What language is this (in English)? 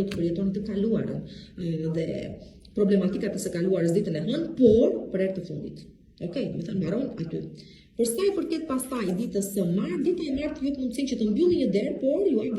Albanian